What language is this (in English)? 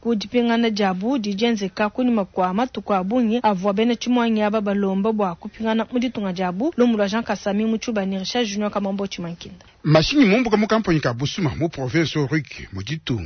Luba-Lulua